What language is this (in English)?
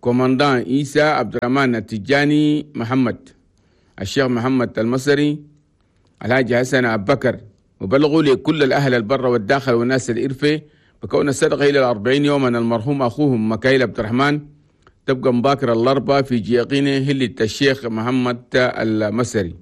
Chadian Arabic